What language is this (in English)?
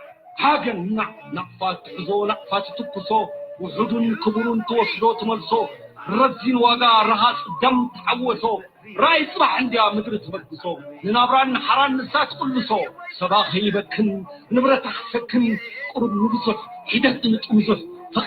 Tigrinya